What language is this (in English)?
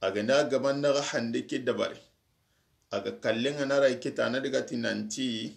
Soninke